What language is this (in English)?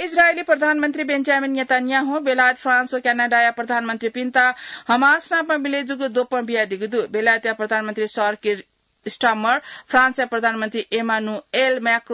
Newari